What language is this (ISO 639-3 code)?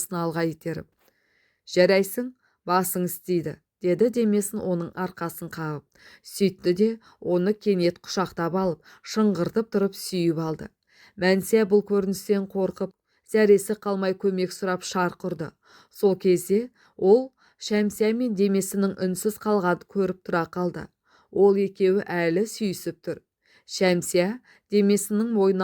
kaz